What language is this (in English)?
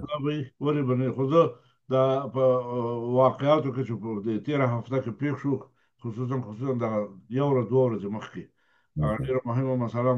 Pashto